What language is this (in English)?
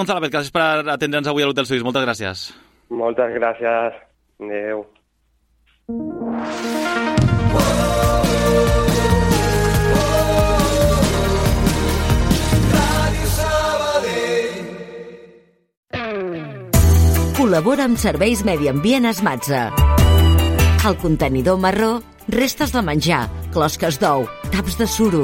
Catalan